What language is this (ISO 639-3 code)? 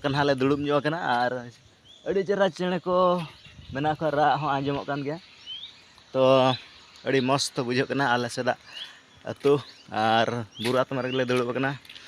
sat